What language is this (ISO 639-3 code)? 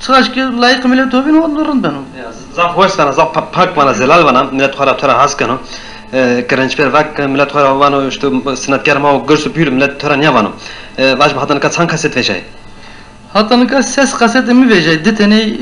zza